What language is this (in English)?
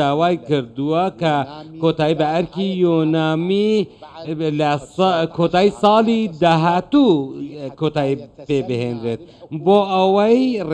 Central Kurdish